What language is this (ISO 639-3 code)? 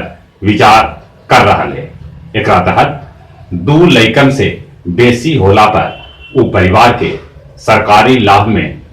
mag